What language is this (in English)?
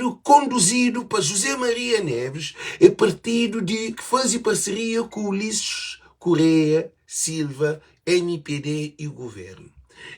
Kabuverdianu